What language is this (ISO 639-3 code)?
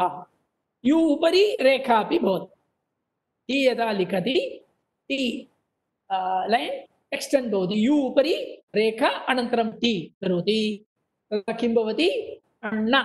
san